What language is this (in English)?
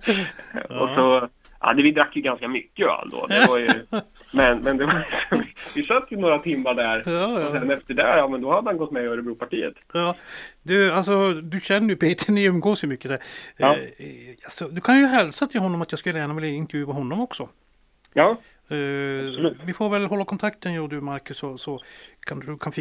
Swedish